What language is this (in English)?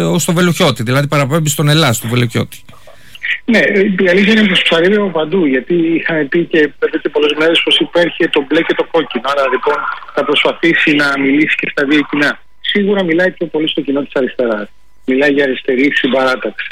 Greek